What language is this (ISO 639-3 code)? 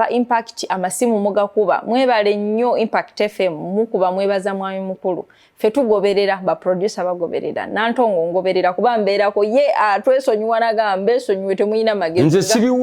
lug